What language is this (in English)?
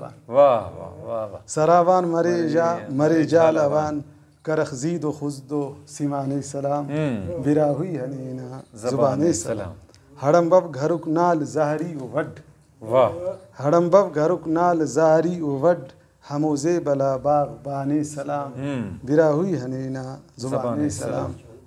Brahui